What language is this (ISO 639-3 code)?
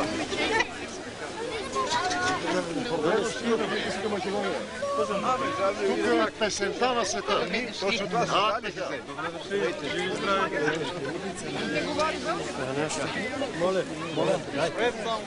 bul